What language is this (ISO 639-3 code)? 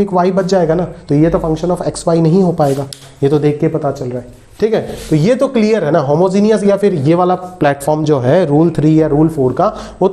hin